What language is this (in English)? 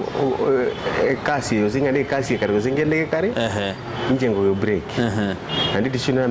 Gusii